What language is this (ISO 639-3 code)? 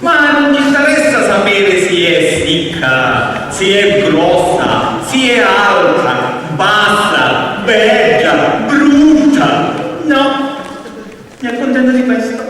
scn